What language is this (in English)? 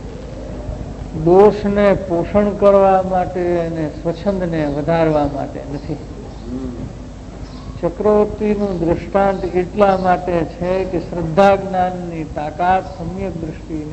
Gujarati